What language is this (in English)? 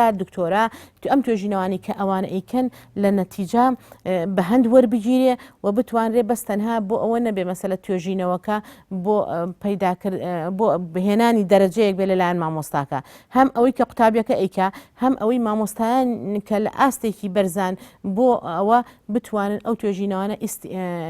Central Kurdish